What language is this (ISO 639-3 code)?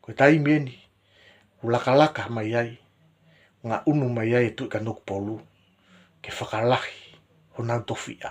ton